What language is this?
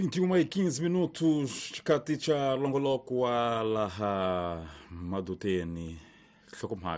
Tsonga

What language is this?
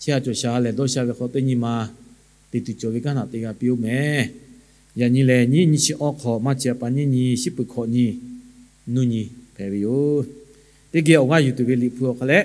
Lahu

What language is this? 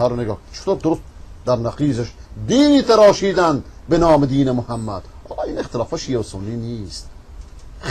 Persian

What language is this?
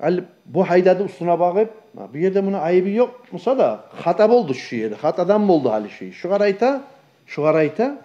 Kumyk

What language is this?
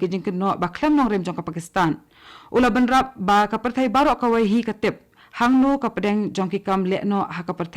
Khasi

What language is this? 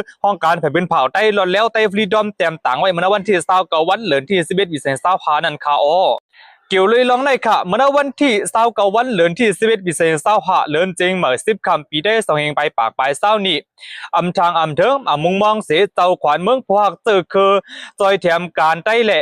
Shan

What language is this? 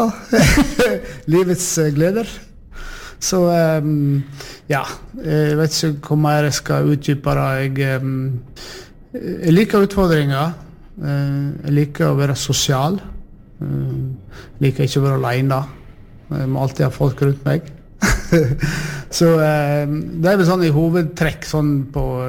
Norwegian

